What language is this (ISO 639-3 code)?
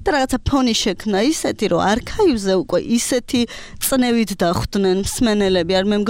kat